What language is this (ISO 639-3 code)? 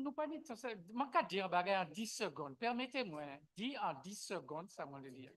gcf